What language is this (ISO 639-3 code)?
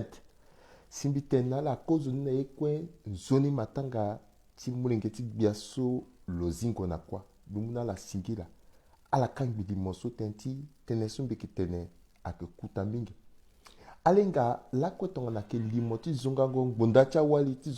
sag